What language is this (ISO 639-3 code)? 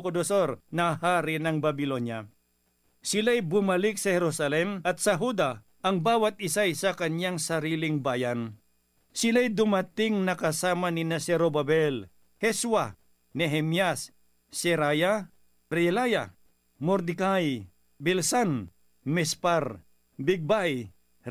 fil